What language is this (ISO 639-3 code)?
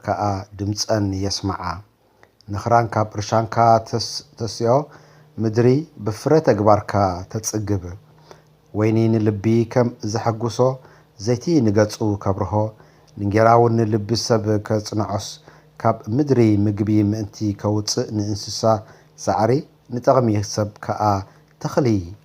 tir